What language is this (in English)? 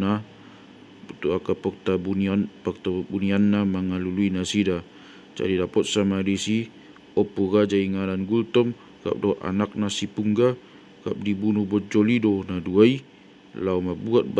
Batak Toba